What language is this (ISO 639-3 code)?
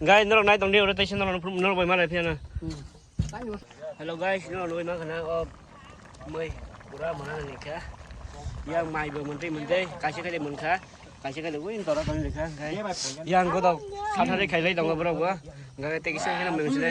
trp